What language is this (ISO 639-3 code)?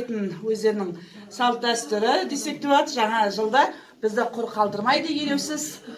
kaz